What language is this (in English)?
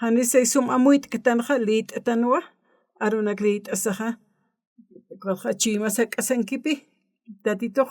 Aymara